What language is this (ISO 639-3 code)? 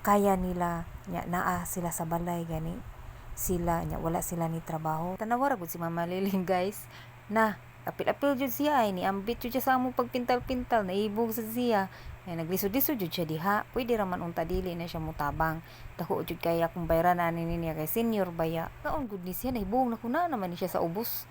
ceb